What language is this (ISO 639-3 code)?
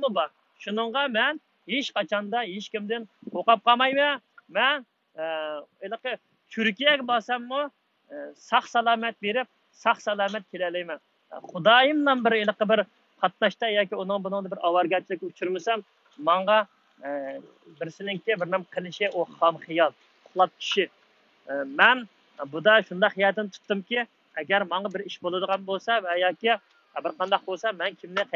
uig